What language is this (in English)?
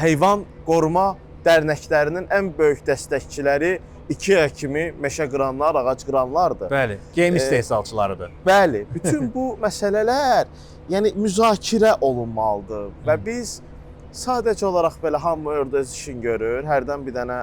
Azerbaijani